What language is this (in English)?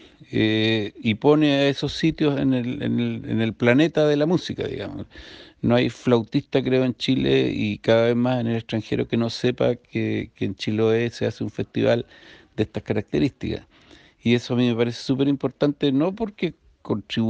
Spanish